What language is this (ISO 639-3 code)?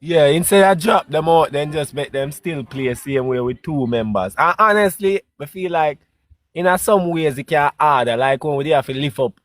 jam